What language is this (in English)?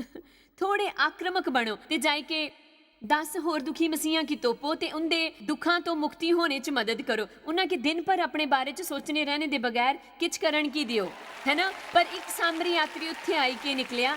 Dogri